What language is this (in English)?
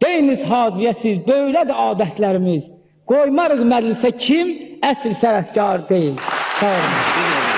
South Azerbaijani